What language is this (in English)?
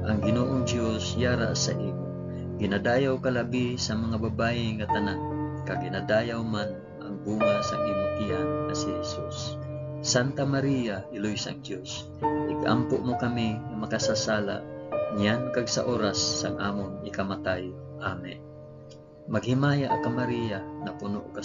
Hiligaynon